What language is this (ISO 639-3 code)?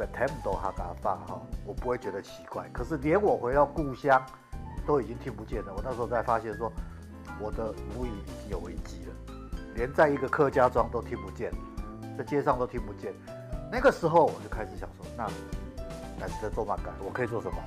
hak